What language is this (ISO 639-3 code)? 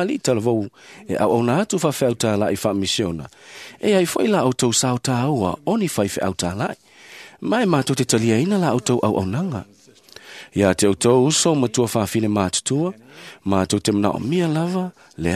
smo